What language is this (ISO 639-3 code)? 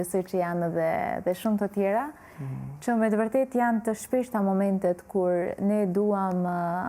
sqi